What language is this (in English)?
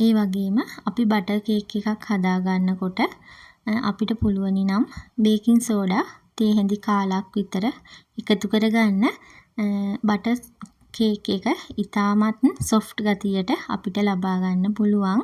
Sinhala